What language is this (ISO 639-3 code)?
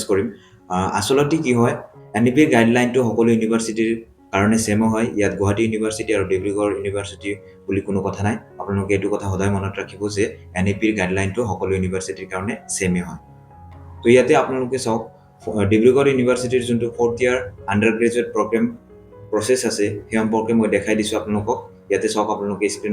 asm